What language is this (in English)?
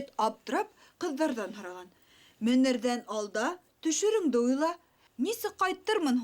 Bashkir